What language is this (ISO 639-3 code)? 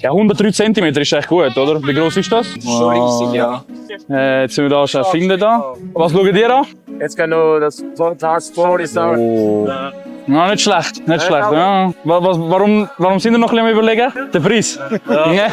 gsw